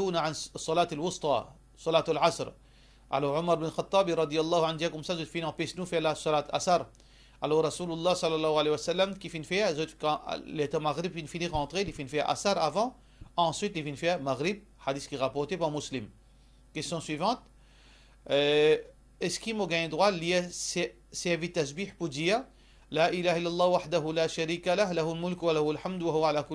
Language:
Morisyen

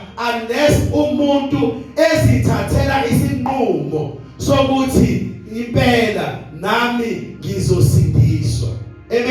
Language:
Zulu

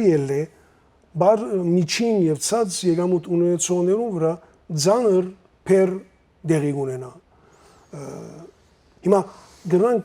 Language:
Western Armenian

